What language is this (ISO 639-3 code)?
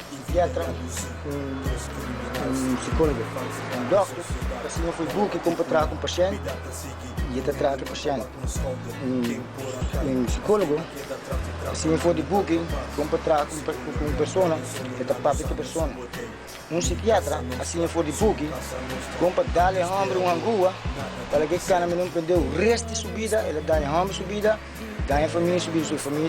pap